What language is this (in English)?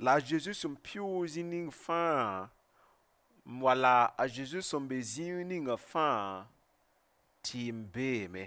Mossi